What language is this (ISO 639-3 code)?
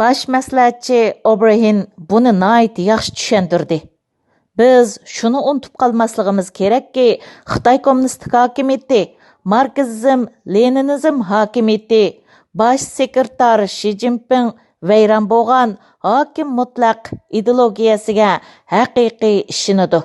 uig